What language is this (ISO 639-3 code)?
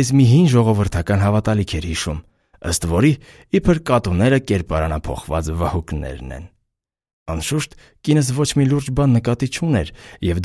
hye